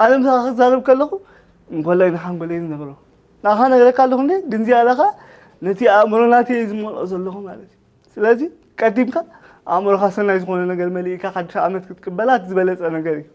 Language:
Tigrinya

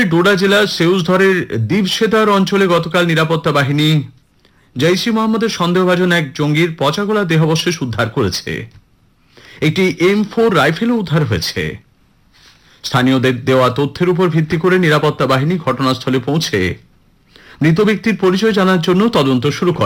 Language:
Bangla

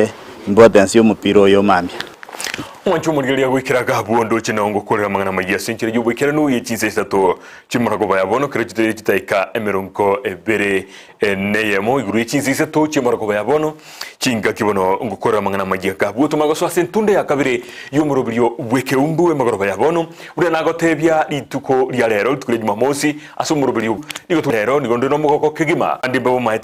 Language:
Gusii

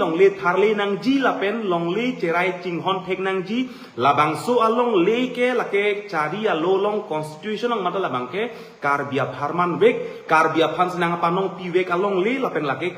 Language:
Karbi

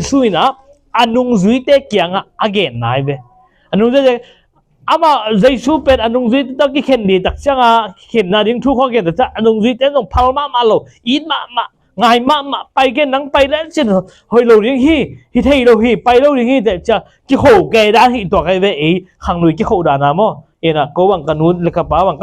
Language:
Tedim Chin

